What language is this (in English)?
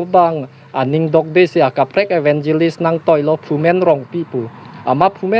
Karbi